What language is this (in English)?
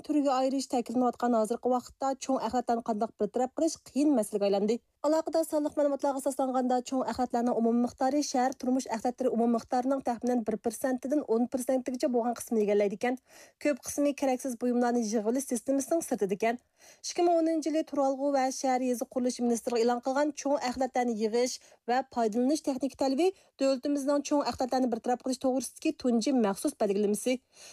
Uyghur